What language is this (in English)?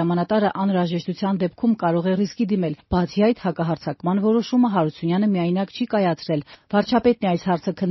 Armenian